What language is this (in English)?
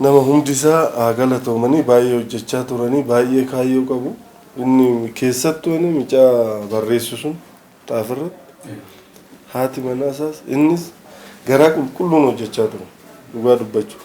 Oromo